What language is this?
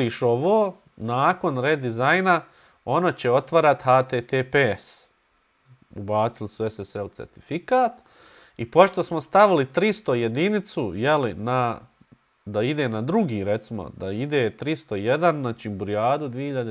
Bosnian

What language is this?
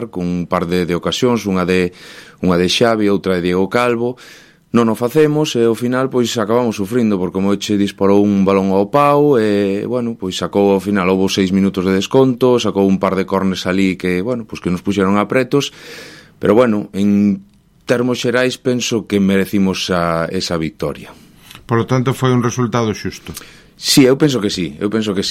Galician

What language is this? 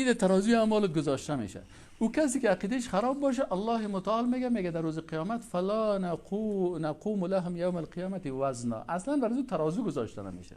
Persian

